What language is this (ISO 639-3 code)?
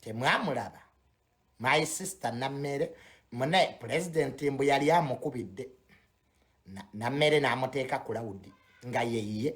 lug